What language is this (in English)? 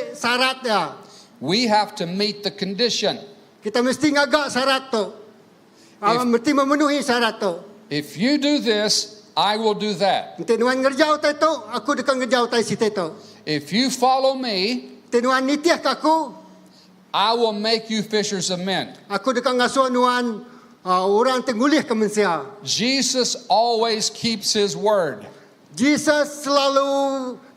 Iban